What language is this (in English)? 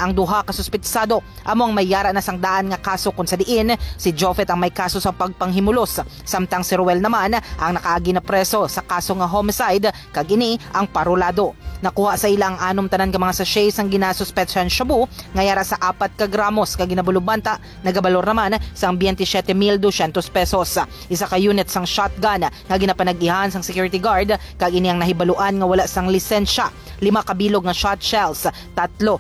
Hiligaynon